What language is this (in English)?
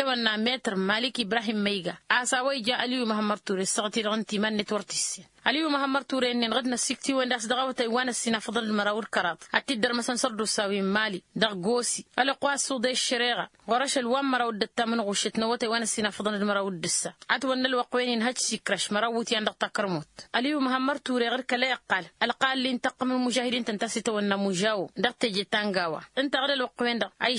Tamasheq